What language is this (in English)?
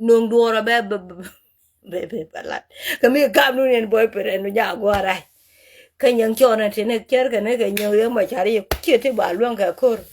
Nuer